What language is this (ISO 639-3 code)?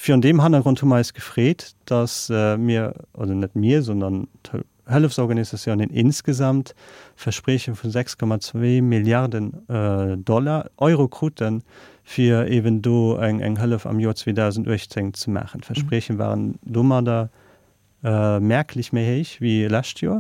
ltz